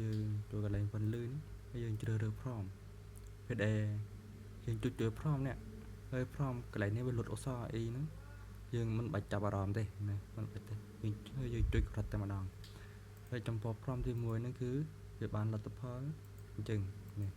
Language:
Khmer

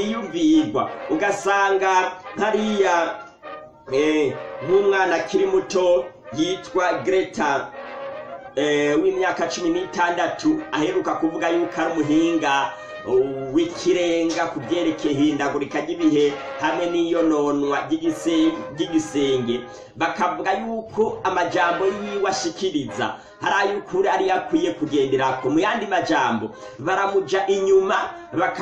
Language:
Rundi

